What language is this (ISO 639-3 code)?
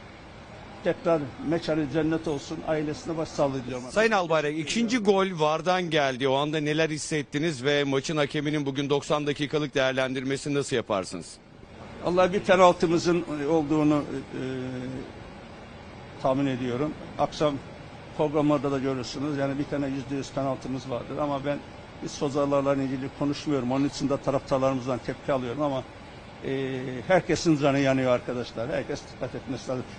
tur